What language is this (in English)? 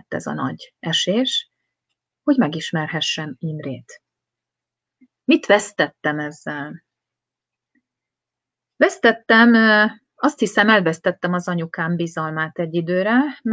Hungarian